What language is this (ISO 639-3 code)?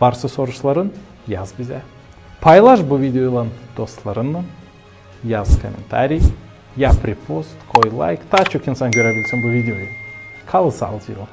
gag